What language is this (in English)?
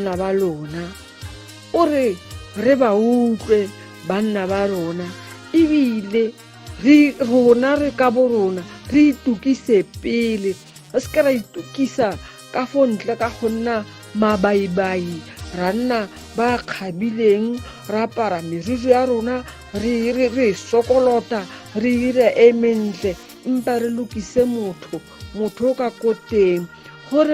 Tswana